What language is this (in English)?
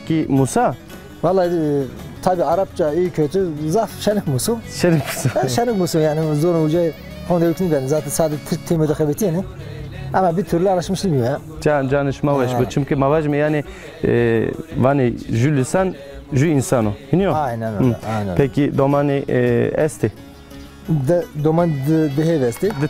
Zaza